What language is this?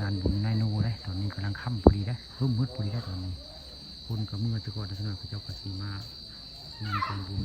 Northeastern Thai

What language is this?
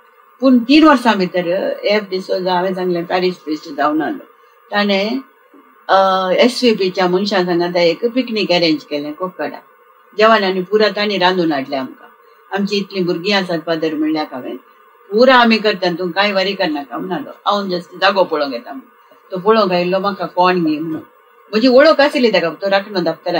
Konkani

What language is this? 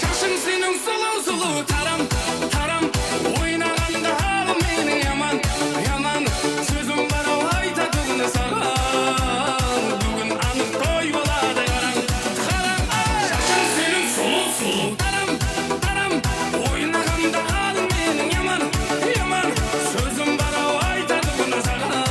Kara-Kalpak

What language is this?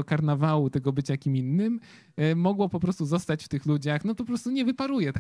Polish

